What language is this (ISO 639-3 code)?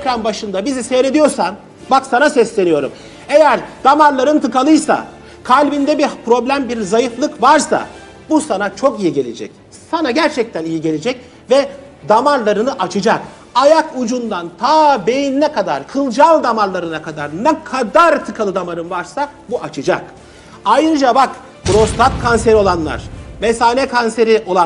tur